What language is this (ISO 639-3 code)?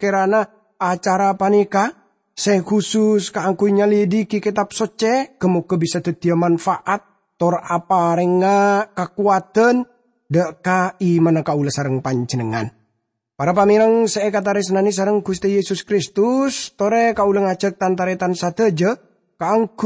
mad